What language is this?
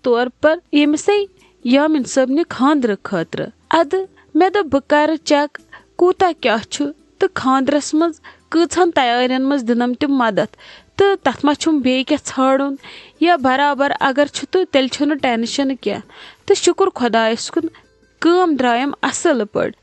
Kashmiri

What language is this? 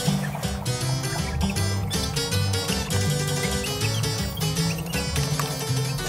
Malayalam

